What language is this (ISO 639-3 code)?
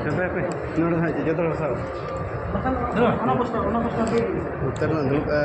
sat